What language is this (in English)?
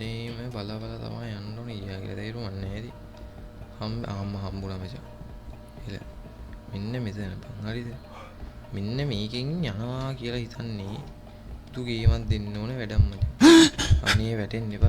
Sinhala